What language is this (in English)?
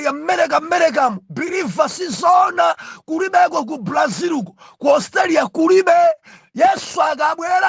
Nyanja